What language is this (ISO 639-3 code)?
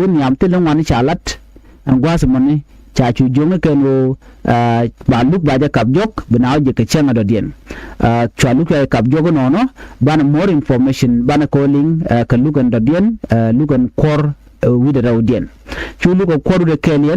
nus